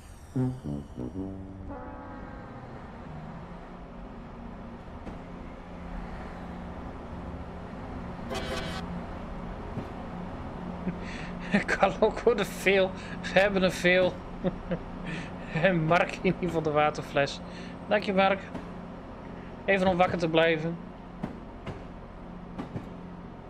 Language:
Dutch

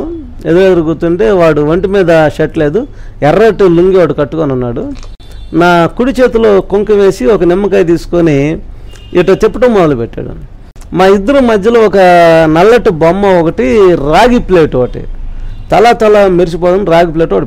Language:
Telugu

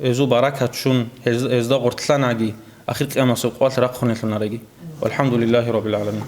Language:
Avaric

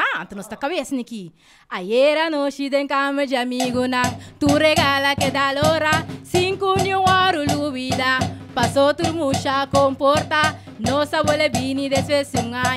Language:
Papiamento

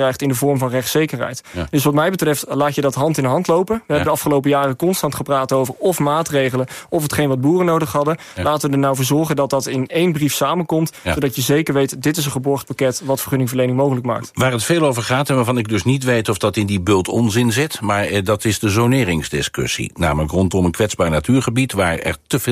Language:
Dutch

